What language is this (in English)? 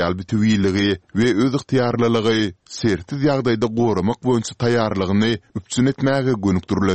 Turkmen